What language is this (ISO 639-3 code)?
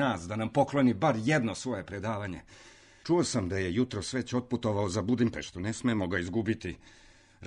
srp